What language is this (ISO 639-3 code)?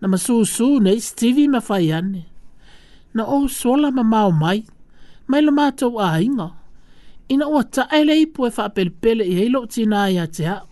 smo